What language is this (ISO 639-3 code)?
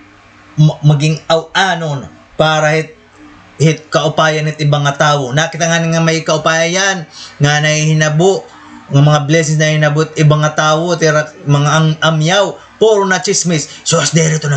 war